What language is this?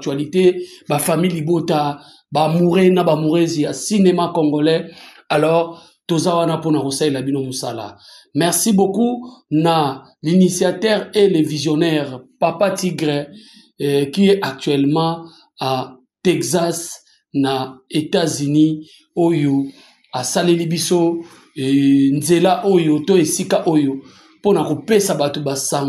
Lingala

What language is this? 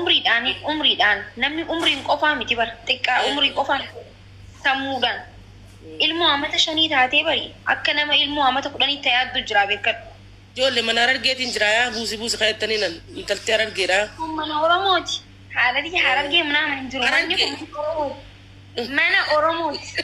Oromo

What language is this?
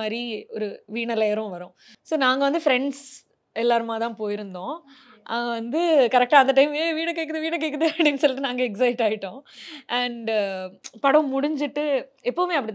Tamil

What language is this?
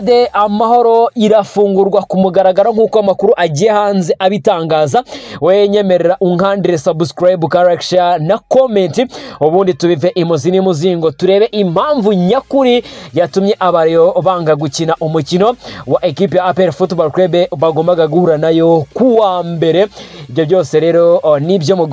Kinyarwanda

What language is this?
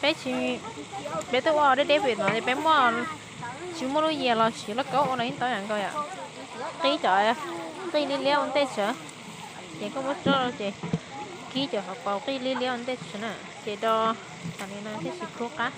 Hmong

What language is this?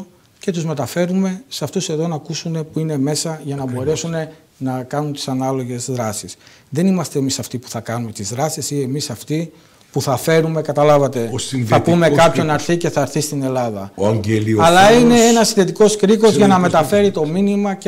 Greek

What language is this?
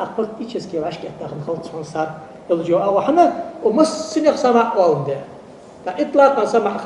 Ingush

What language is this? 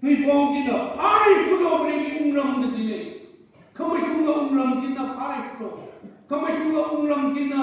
Tangkhul Naga (India)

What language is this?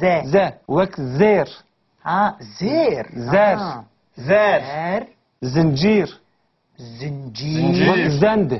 Kurdish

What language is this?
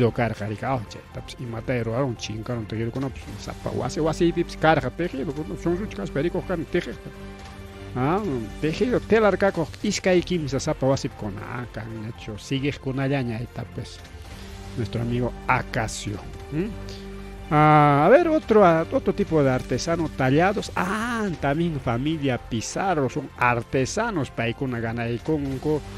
Ayacucho Quechua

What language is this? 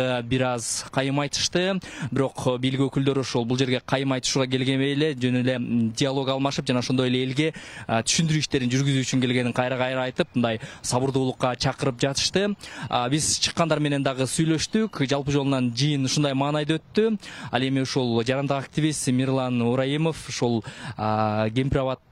Kyrgyz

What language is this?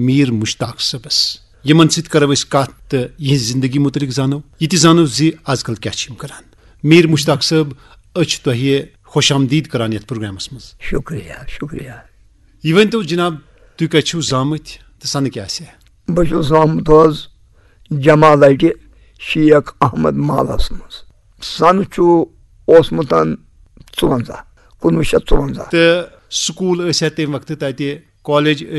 Kashmiri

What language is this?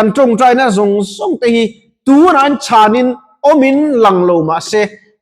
Mizo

